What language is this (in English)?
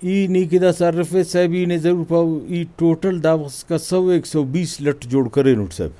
Brahui